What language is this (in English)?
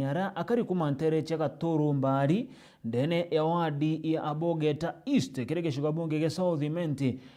Meru